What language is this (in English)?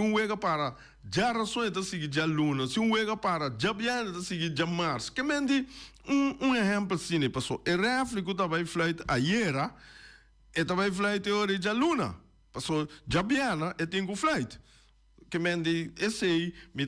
Papiamento